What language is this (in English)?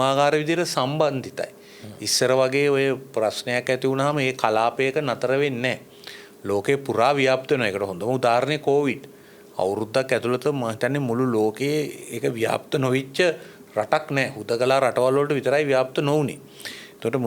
Sinhala